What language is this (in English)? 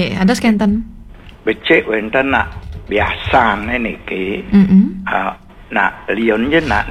Balinese